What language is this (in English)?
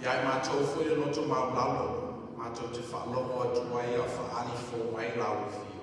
Samoan